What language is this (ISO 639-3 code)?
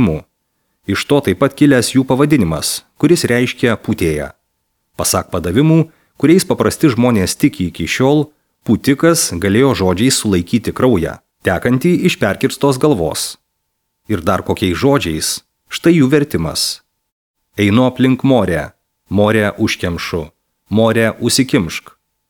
lit